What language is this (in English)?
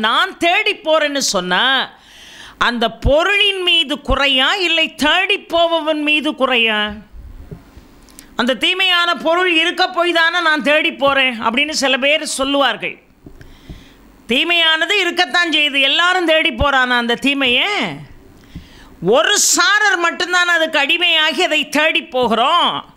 Tamil